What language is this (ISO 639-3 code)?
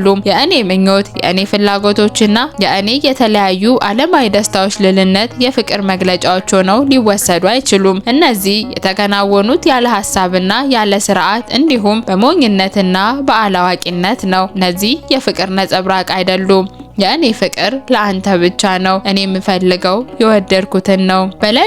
amh